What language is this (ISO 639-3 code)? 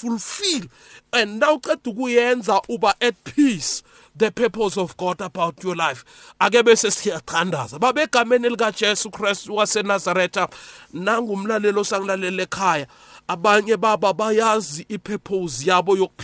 nbl